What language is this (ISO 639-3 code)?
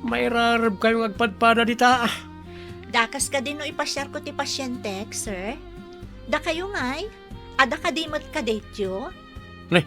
ilo